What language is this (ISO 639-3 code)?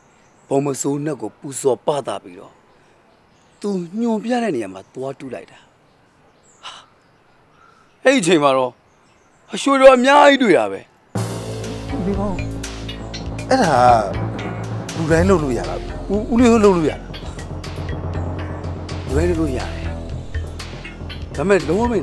mya